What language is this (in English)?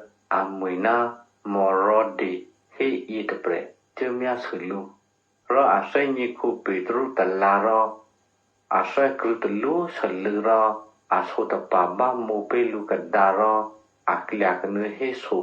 Eastern Kayah